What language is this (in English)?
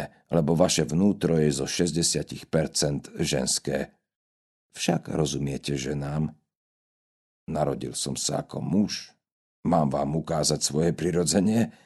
Slovak